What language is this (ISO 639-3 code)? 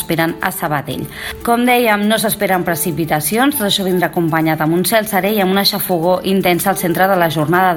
cat